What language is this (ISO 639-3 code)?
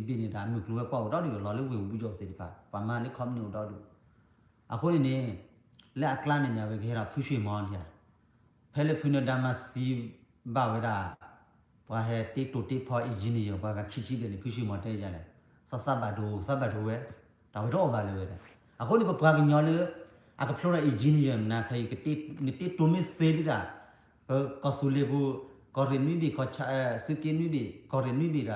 ksw